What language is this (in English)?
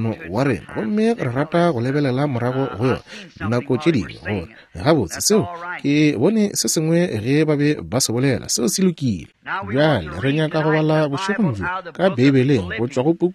Northern Sotho